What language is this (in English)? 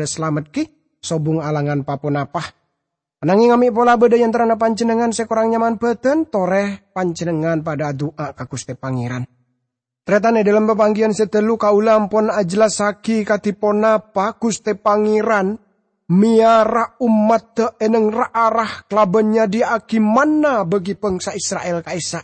Madurese